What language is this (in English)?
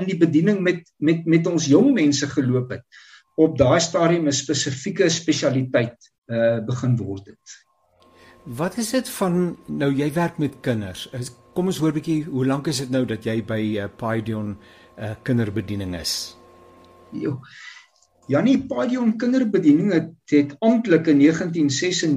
Afrikaans